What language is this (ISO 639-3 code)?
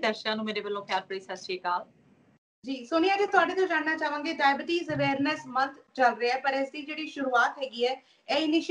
pan